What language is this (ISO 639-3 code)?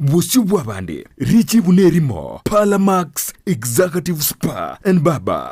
guz